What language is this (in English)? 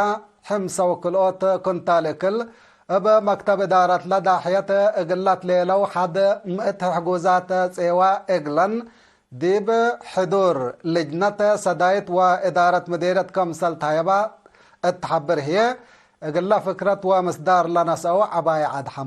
Tigre